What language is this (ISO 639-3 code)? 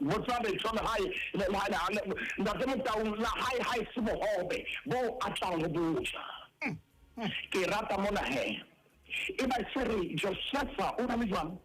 sot